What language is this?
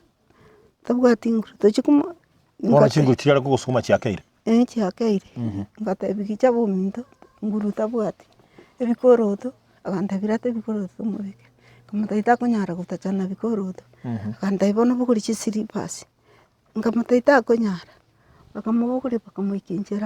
Gusii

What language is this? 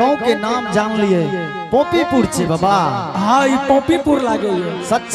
Angika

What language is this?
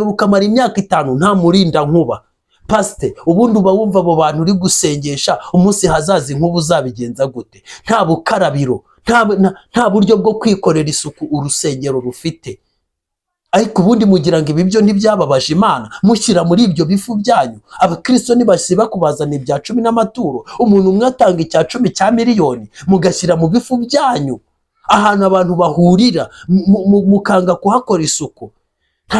Kinyarwanda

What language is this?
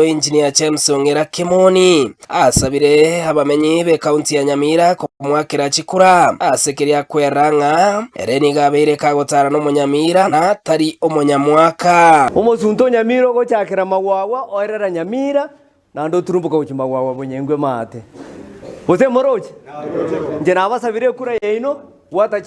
Gusii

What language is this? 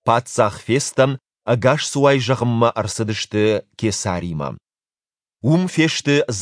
Ossetic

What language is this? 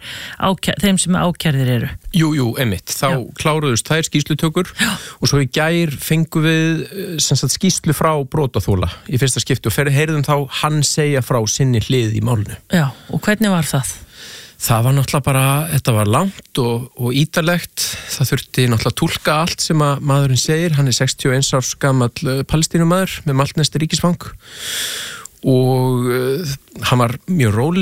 Icelandic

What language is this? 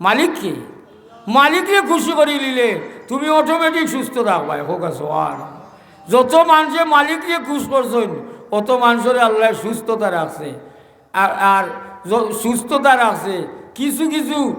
Sylheti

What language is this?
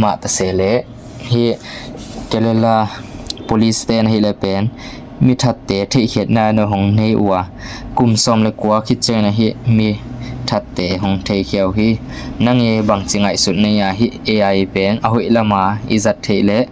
Tedim Chin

